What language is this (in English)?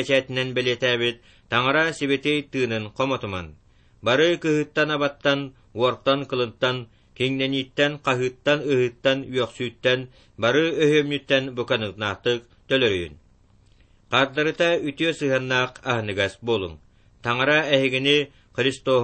Yakut